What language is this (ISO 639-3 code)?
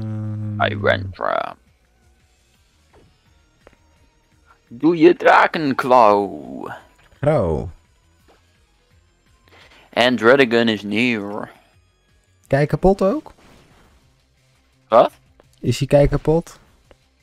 nld